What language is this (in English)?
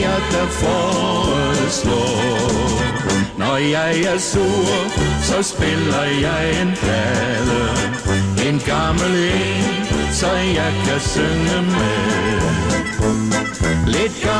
Danish